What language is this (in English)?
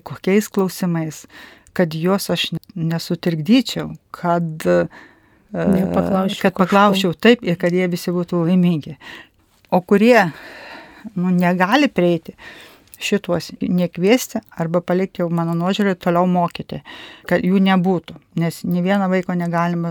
Lithuanian